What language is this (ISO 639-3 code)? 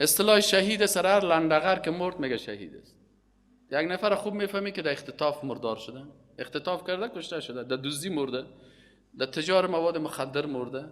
fas